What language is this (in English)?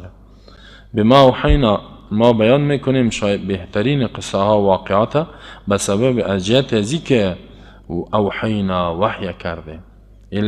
Persian